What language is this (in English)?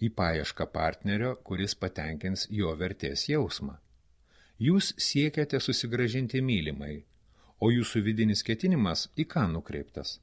Lithuanian